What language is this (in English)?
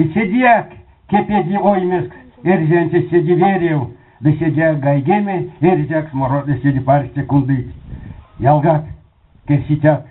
Erzya